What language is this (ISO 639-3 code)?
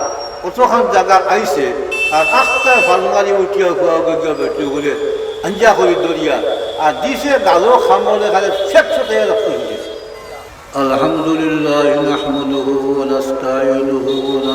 syl